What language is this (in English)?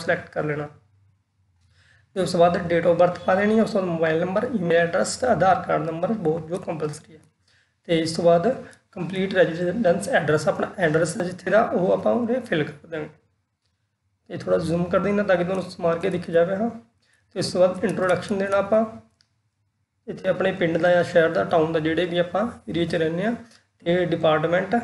Punjabi